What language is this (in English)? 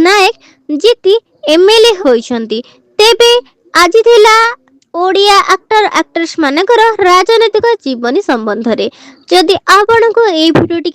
Odia